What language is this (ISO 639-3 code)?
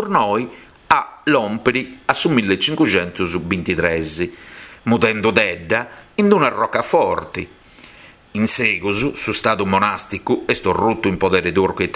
srd